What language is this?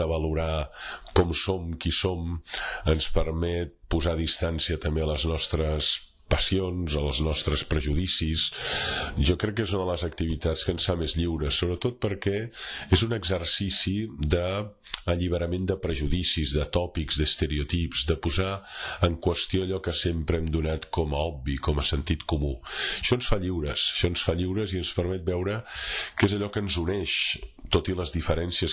Catalan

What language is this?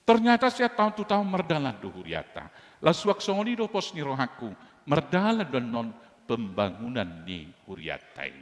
Batak Toba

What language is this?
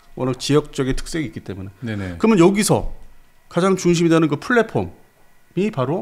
Korean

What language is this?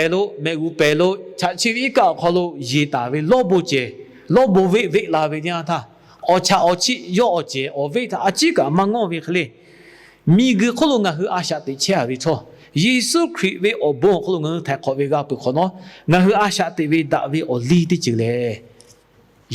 Lahu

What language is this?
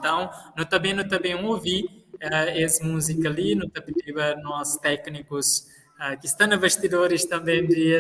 Kabuverdianu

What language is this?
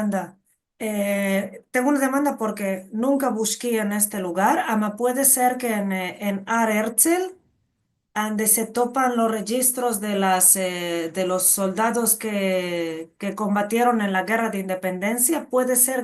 Ladino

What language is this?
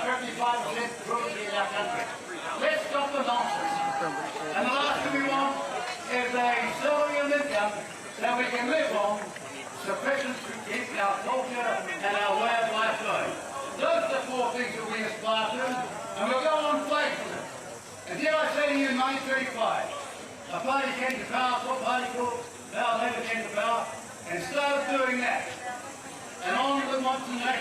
Māori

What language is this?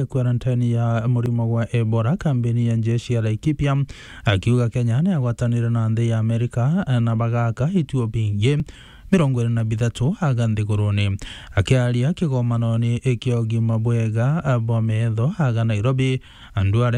Meru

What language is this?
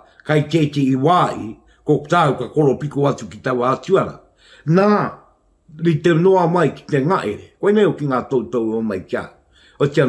Māori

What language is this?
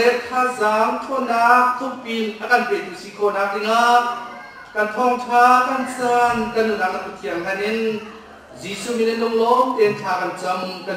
Hakha Chin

